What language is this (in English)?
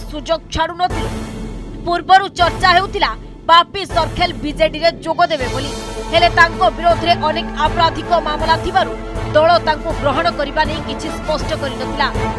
Odia